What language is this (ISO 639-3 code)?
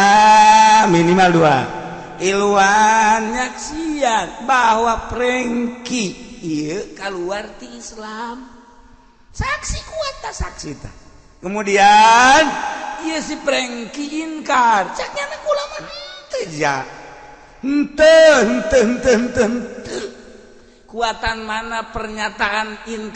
sun